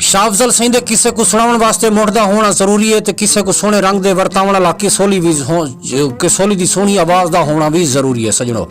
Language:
Saraiki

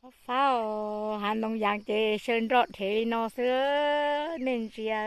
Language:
Hmong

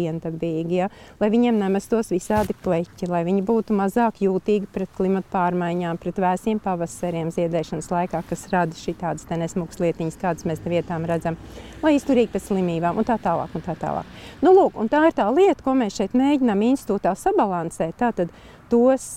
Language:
Latvian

